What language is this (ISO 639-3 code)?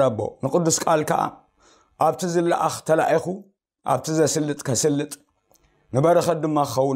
tir